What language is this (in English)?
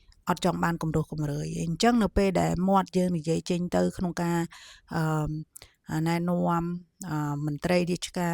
Khmer